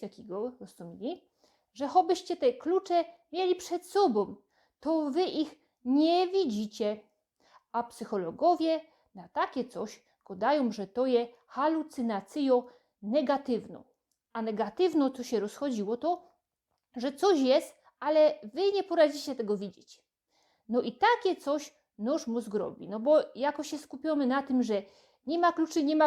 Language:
Silesian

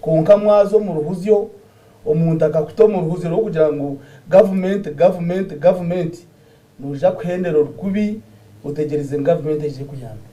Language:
Nyankole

